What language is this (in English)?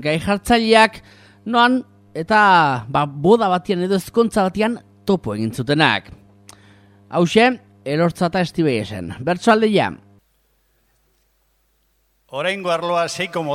Basque